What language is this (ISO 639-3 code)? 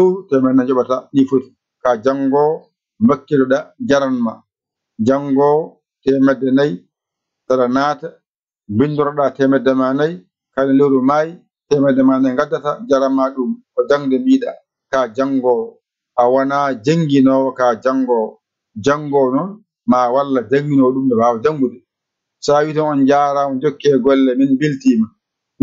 ful